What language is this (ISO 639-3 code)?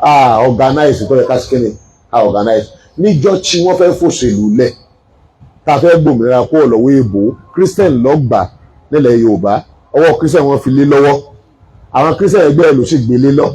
yor